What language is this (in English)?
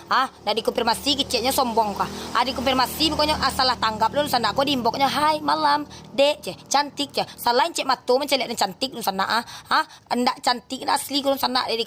Minangkabau